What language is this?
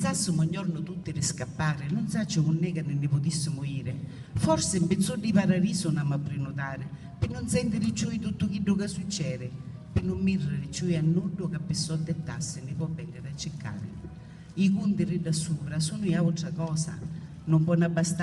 Sicilian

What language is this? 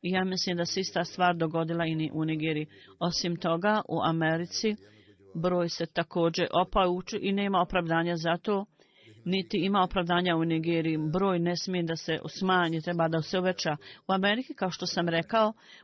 Bosnian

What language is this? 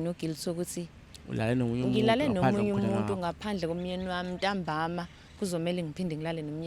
Zulu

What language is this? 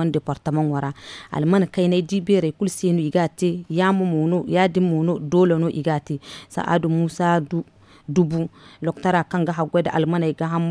Zarma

